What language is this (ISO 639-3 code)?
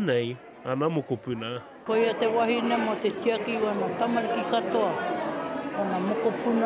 mri